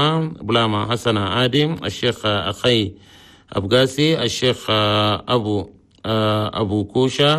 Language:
Chadian Arabic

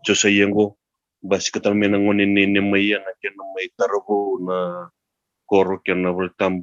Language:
Fijian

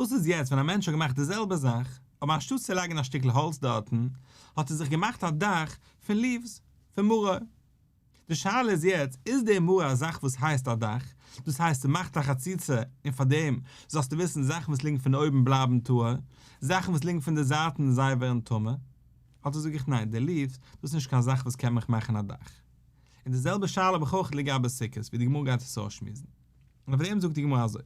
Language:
Yiddish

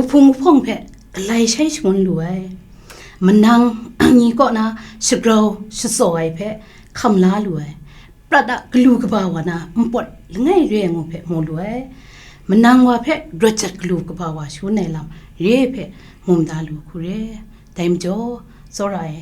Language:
Kachin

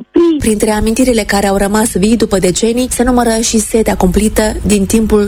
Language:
Romanian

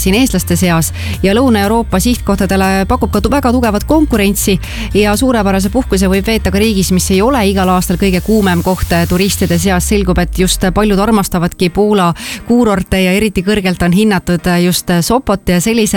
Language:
Estonian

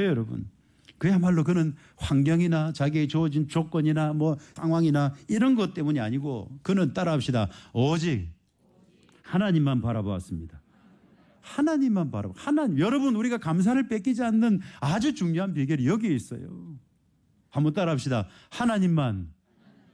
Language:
Korean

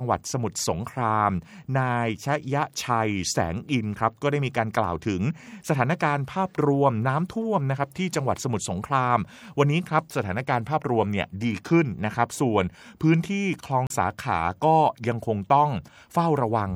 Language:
Thai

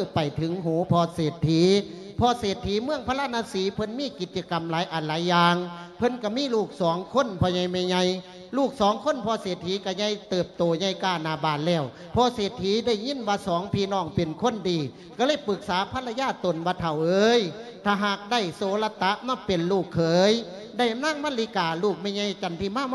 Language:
Lao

